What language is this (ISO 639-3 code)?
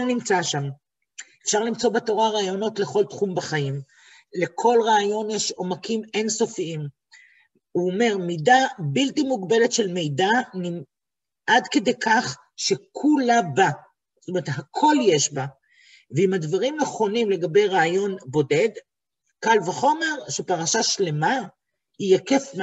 heb